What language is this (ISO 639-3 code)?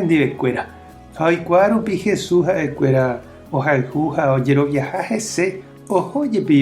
grn